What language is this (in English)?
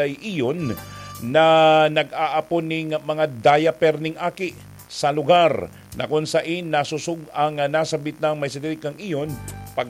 Bikol